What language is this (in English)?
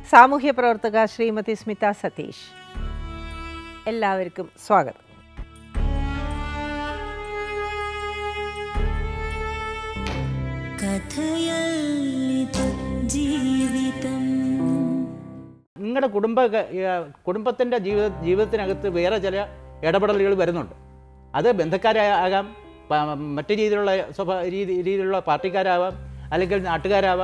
Malayalam